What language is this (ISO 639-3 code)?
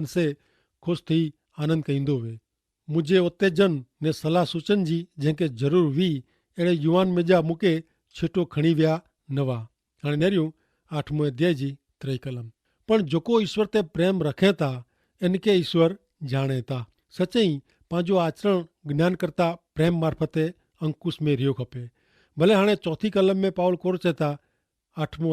kfr